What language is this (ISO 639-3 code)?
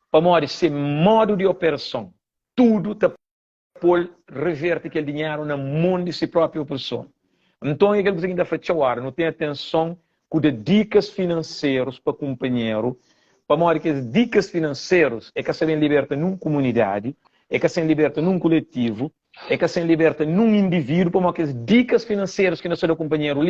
kea